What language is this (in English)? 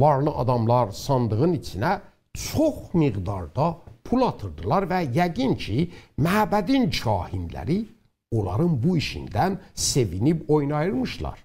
South Azerbaijani